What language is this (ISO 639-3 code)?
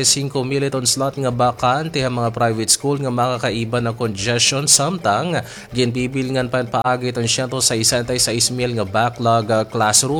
war